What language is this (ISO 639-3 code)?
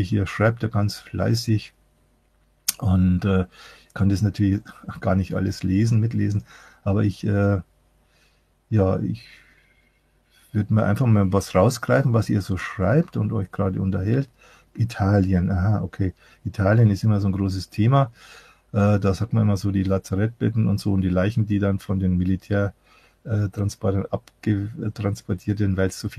deu